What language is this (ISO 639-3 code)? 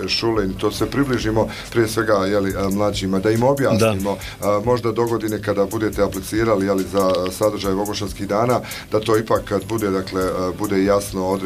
bos